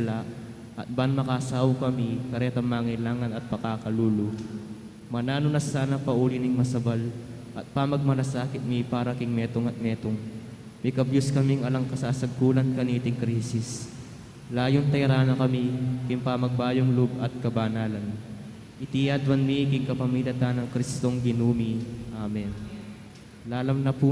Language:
Pampanga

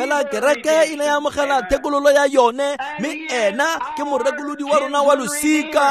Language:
Tswana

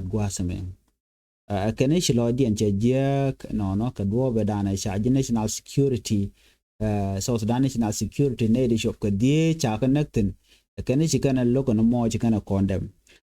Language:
Nuer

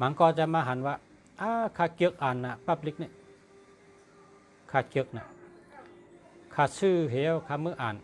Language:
Shan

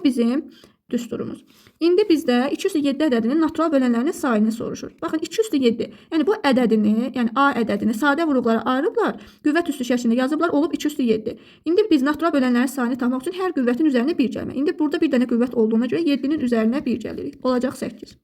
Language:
Azerbaijani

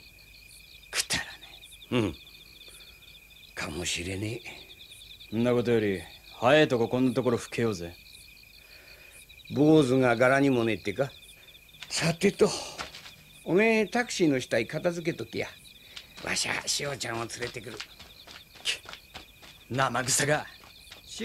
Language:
Japanese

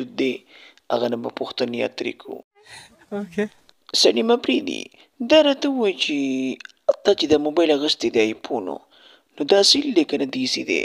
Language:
Pashto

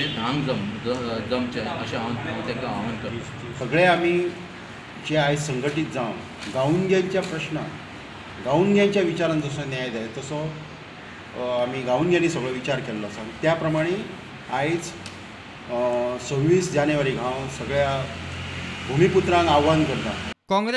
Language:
Konkani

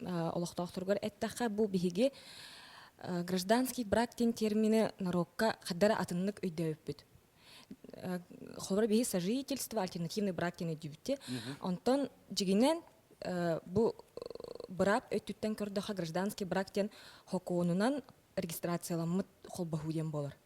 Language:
Yakut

